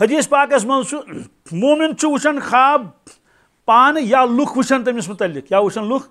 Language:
Kashmiri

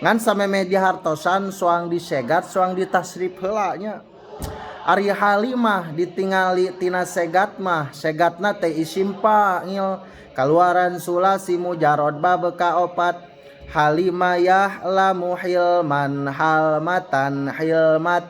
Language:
Sundanese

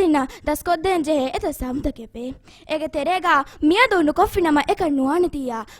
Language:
Divehi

